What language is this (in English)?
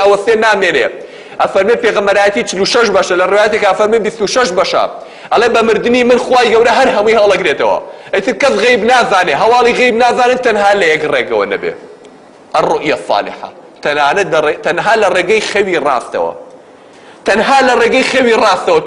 Central Kurdish